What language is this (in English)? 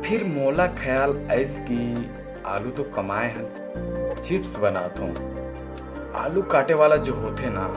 Chhattisgarhi